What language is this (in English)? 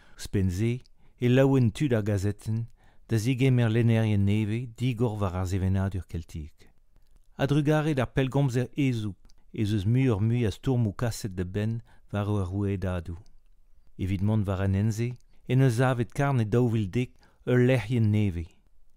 Breton